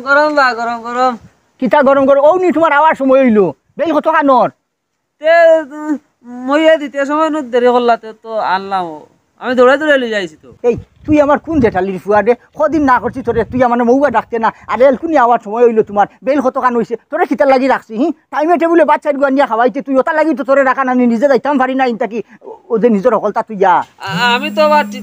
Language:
Sylheti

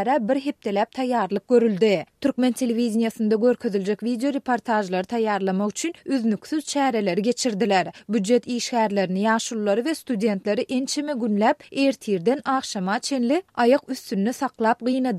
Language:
Turkmen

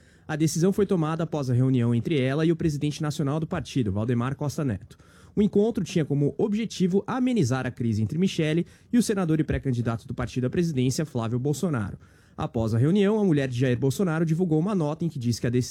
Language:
Portuguese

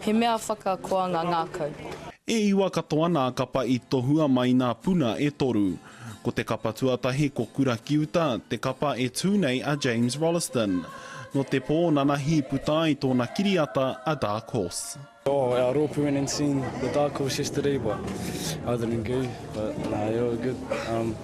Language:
Māori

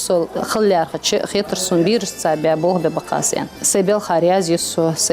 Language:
Ingush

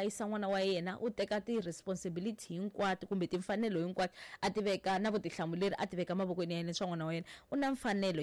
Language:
Tsonga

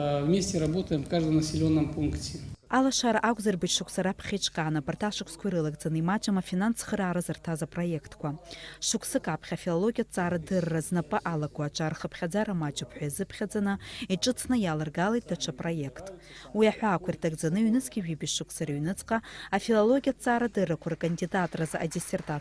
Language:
Abkhazian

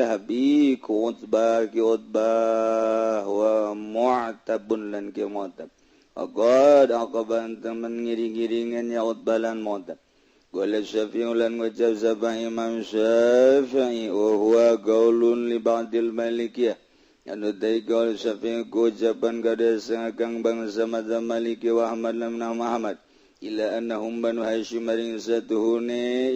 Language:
Sundanese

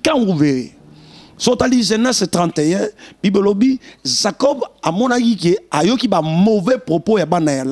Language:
Lingala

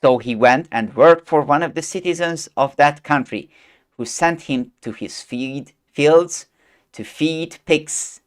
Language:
English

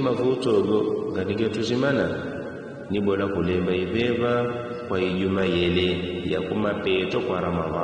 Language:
Yao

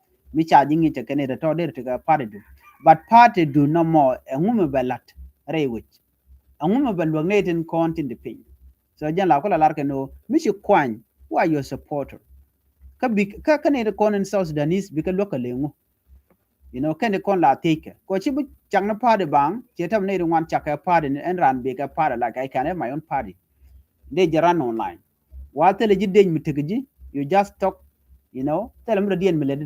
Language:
Nuer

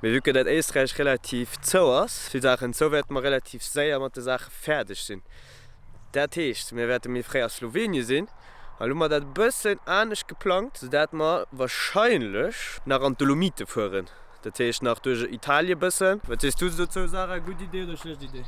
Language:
Luxembourgish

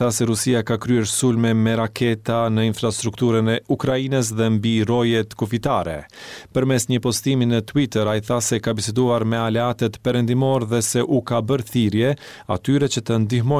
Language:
Albanian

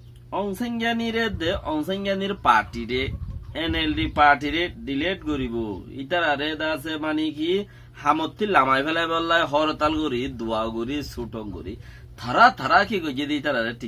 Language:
Rohingya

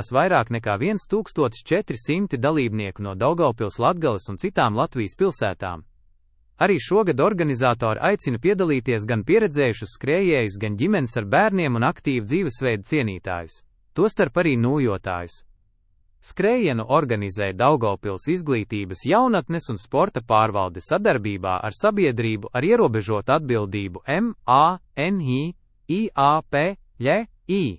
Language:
Latvian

